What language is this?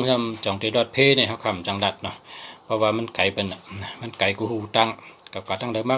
Shan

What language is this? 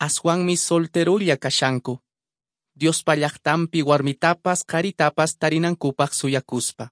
Quechua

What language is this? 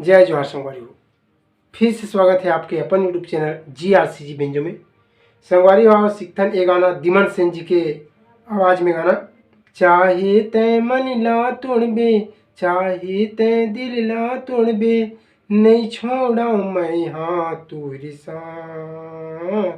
Chhattisgarhi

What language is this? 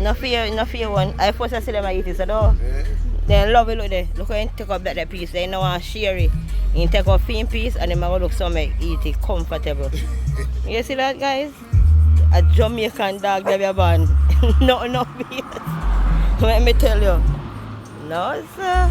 Jamaican Creole English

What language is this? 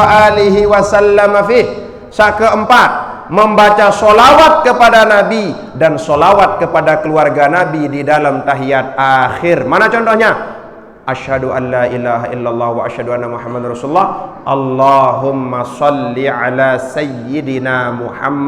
Sasak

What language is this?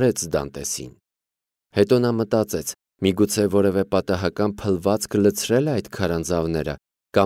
Armenian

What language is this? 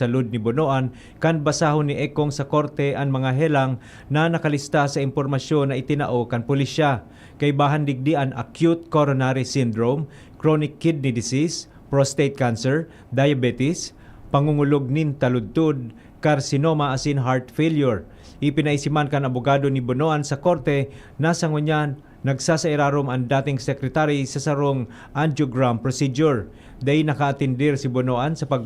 Bikol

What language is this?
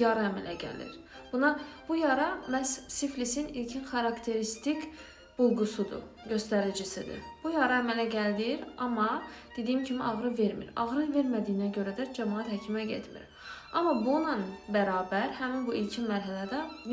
Azerbaijani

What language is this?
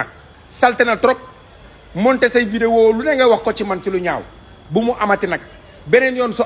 Wolof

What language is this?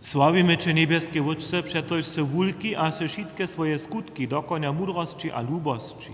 Upper Sorbian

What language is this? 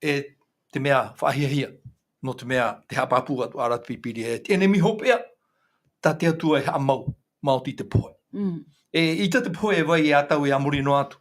Tahitian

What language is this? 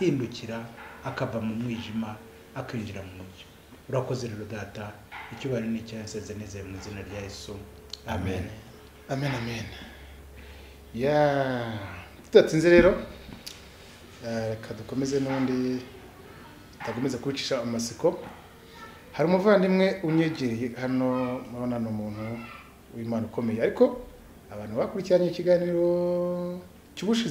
Kinyarwanda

